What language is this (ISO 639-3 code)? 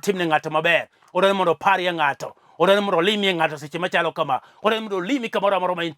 luo